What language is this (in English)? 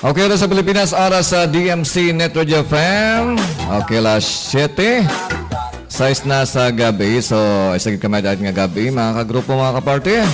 Hiligaynon